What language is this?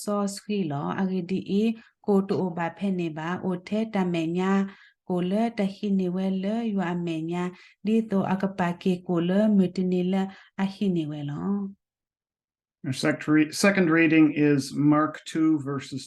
S'gaw Karen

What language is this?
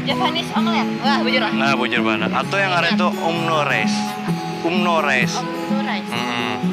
Banjar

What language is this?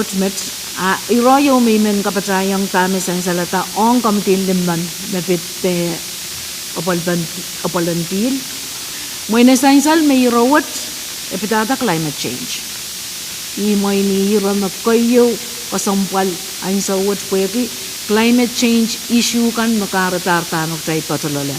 Pohnpeian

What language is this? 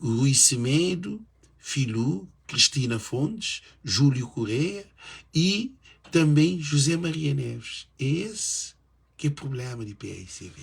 Kabuverdianu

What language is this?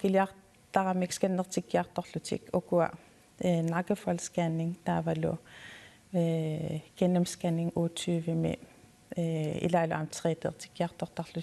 Kalaallisut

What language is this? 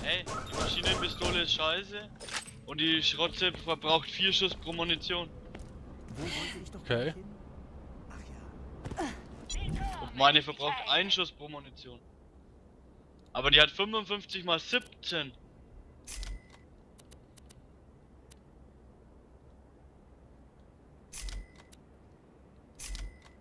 German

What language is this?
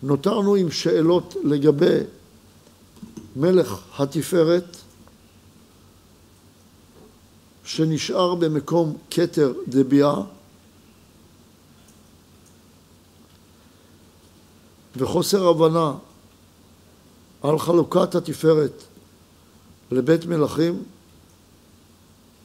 Hebrew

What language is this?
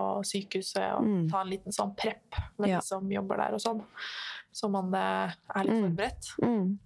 Norwegian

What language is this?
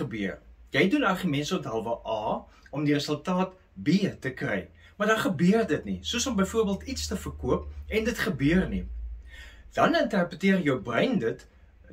Afrikaans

